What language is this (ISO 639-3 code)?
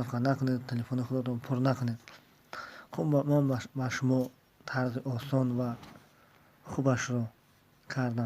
tgk